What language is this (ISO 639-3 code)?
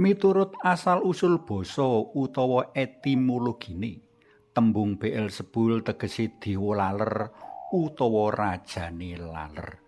jav